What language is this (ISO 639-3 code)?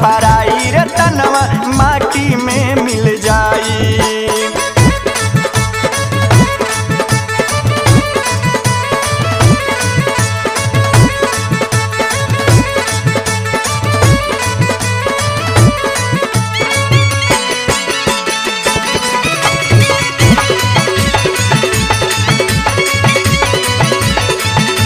bho